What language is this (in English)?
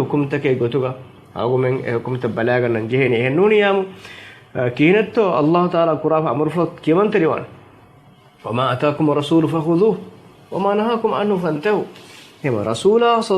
Divehi